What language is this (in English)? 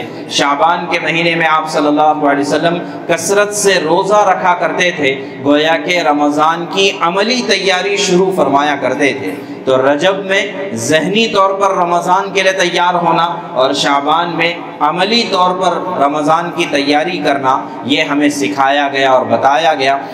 Urdu